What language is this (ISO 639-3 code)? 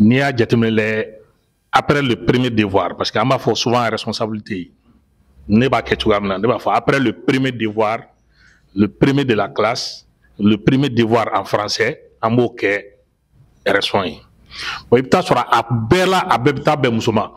bam